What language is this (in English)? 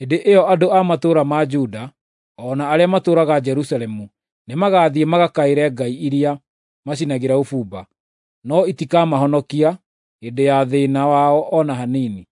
Kikuyu